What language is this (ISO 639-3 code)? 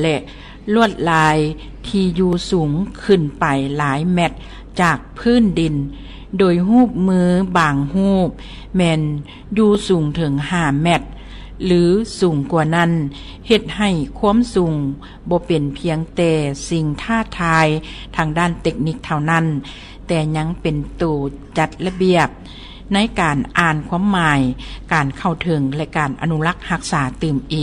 lao